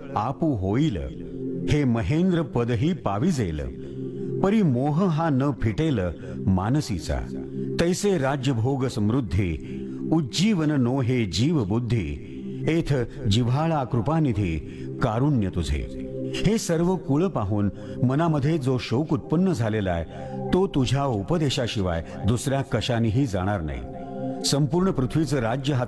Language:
Marathi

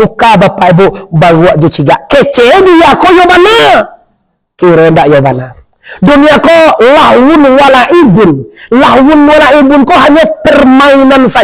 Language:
Minangkabau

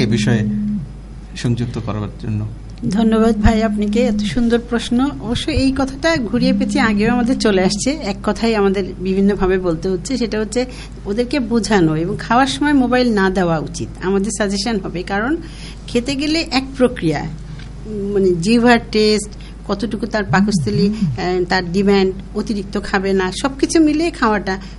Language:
Bangla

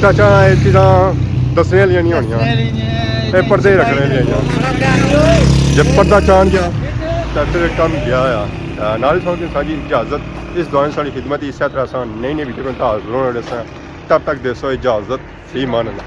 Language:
Pahari-Potwari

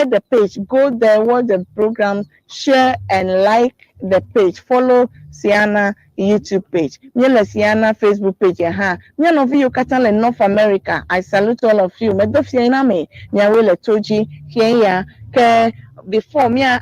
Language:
Ewe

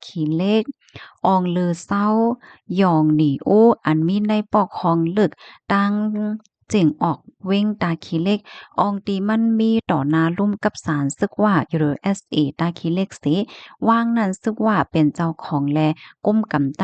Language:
Shan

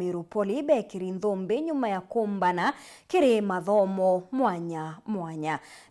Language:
Meru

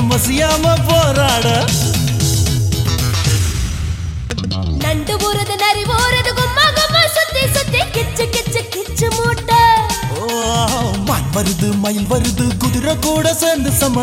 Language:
Tamil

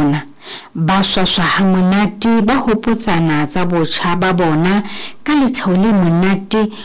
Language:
Southern Sotho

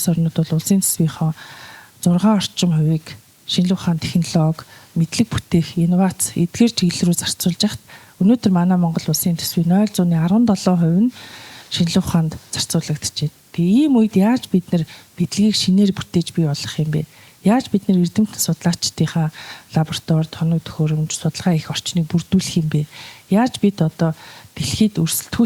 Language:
Mongolian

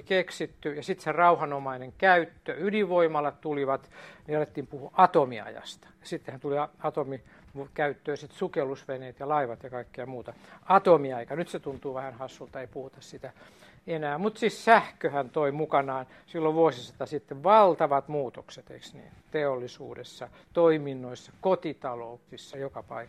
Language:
Finnish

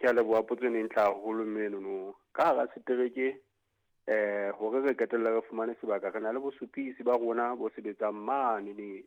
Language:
Southern Sotho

